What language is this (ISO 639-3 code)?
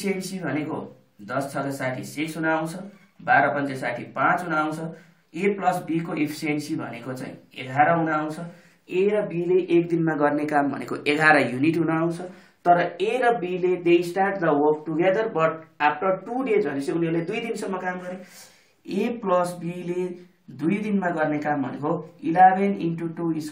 nep